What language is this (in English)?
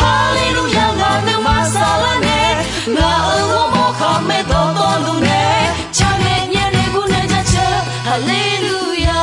Akha